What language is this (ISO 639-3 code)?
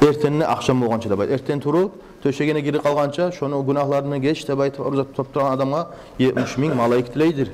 kum